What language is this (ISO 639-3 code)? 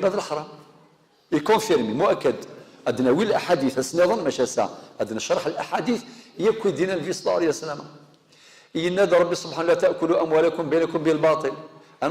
kab